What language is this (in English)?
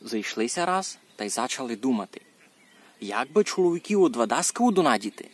Rusyn